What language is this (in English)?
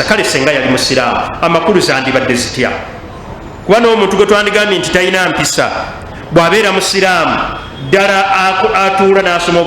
Ganda